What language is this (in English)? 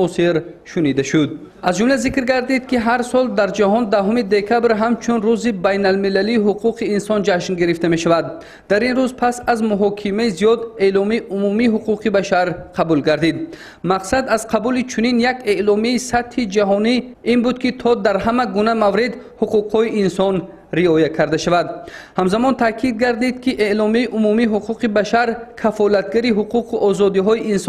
Tajik